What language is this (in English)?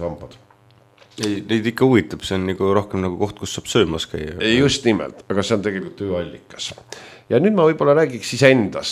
Estonian